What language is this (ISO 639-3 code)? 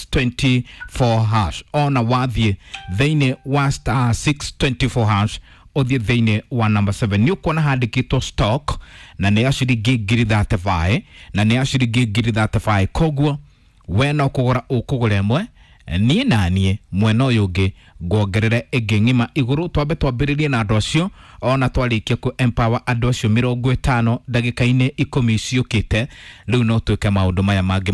kik